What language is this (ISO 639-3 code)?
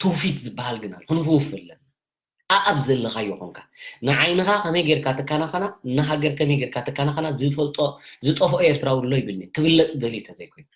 tir